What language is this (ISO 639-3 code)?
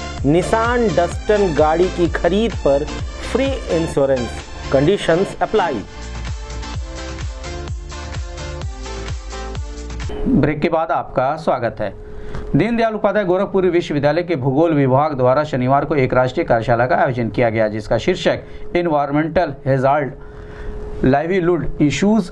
hin